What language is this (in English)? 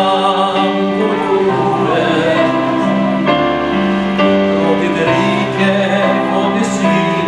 Swedish